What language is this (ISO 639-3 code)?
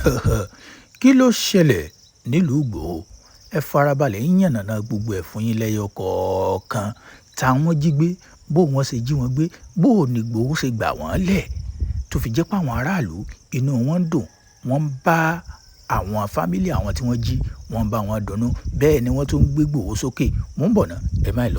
yor